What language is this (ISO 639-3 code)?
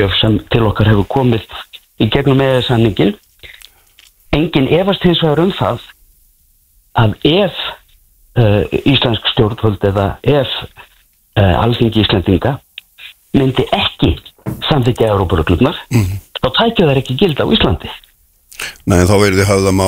isl